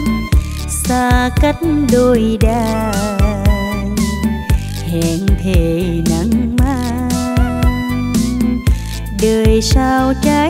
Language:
Vietnamese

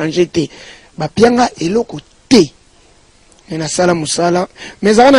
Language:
Lingala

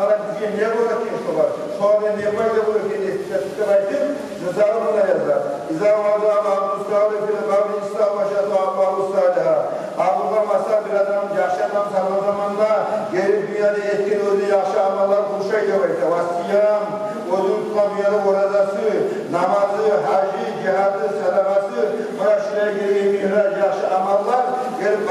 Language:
Kumyk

